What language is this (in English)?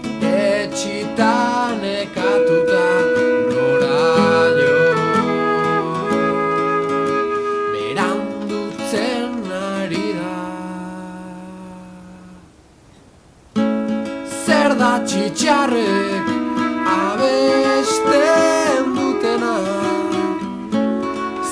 Basque